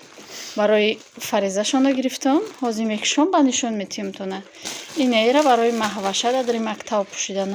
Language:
Tajik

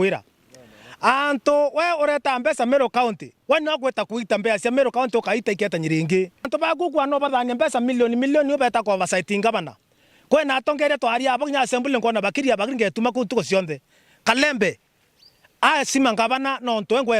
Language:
Meru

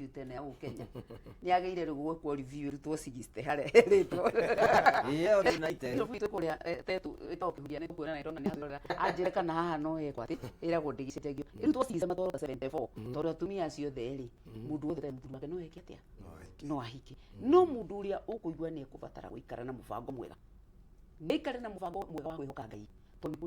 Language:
Kikuyu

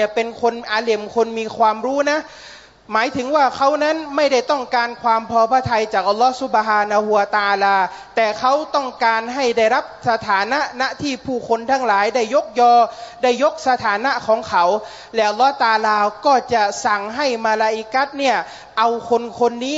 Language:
Thai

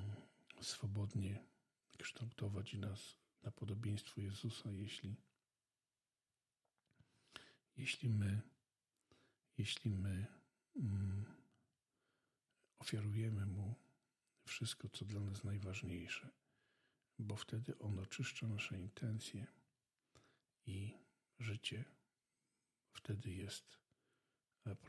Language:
Polish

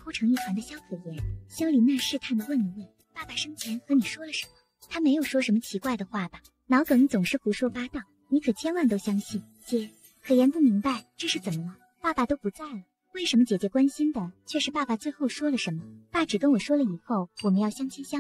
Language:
Chinese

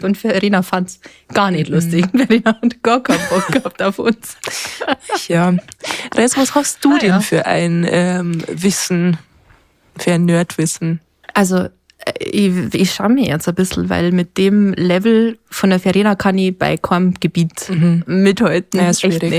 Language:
Bavarian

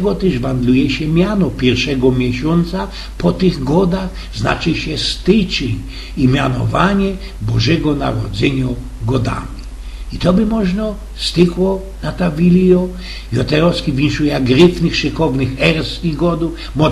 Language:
Silesian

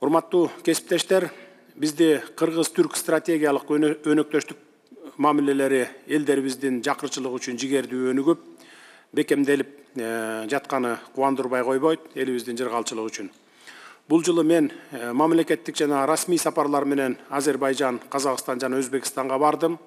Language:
Kyrgyz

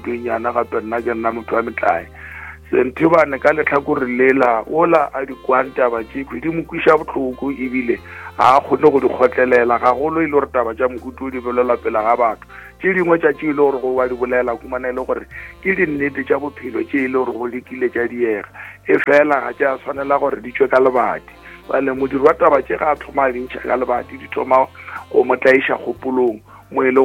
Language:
Northern Sotho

